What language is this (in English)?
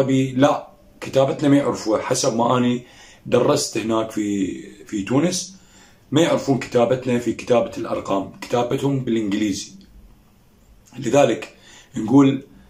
Arabic